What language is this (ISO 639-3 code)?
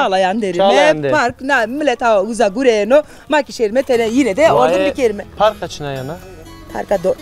zza